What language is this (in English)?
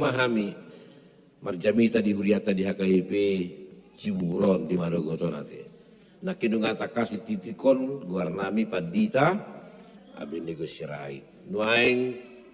Batak Toba